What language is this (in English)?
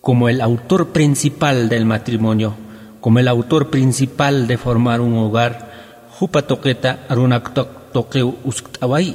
Aymara